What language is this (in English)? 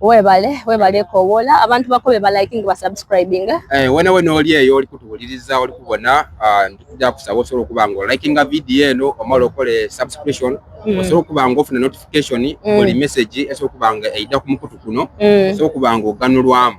Soga